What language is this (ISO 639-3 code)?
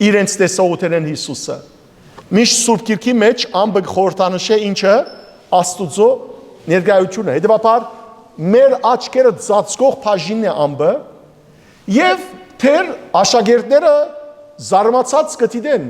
hyw